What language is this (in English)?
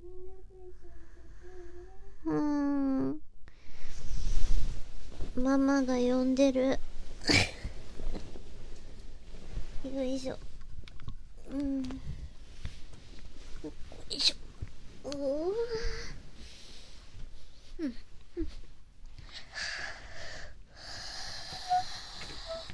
Japanese